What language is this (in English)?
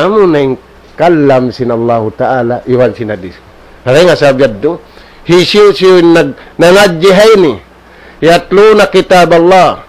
Tausug